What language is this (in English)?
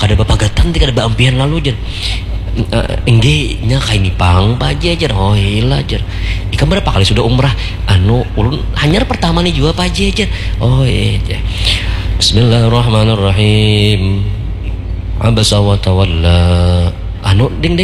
Banjar